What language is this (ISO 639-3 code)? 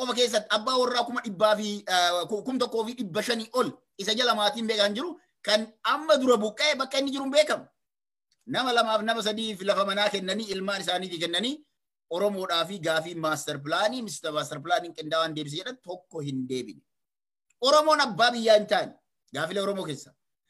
orm